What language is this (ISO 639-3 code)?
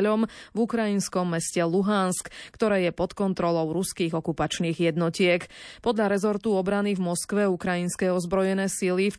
slk